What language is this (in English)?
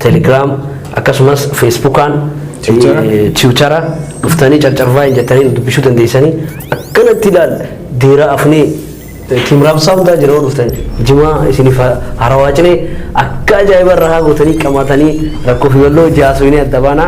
Oromo